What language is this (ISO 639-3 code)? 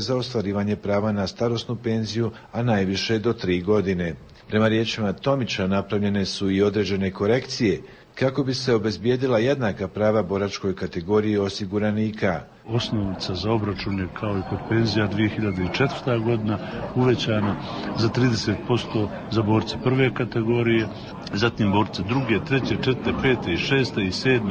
hrv